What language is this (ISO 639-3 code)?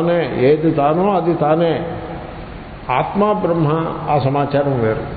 tel